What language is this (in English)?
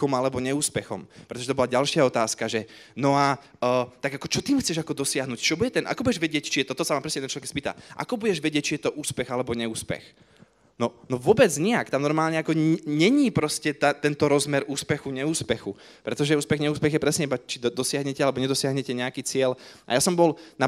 Slovak